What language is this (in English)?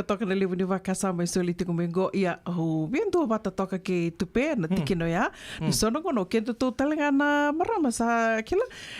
Fijian